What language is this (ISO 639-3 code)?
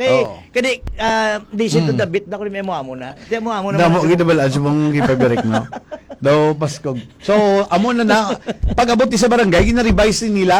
hil